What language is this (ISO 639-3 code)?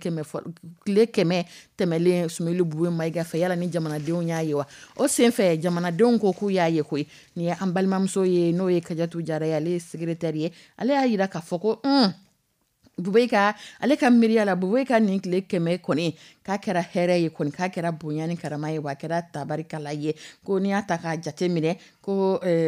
dyu